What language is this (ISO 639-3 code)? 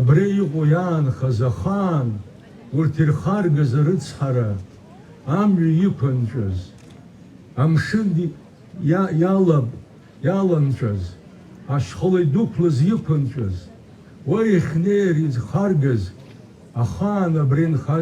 abk